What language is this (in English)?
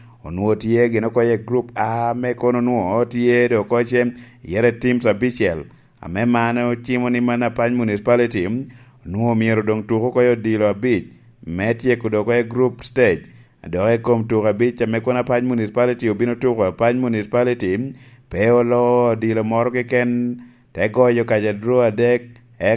Lango (Uganda)